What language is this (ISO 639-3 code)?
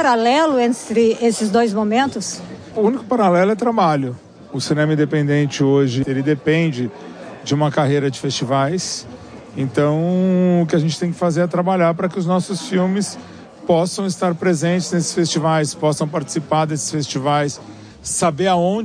por